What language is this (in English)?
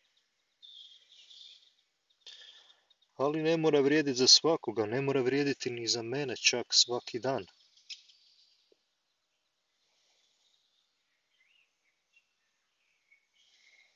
Croatian